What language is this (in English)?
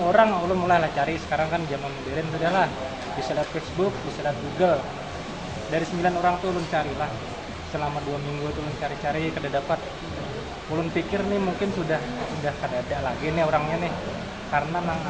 Banjar